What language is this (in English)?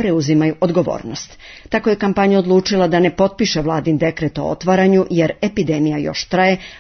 Serbian